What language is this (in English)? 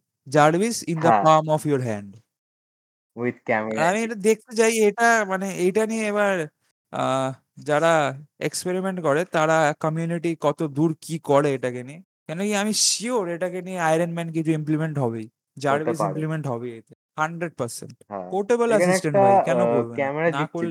Bangla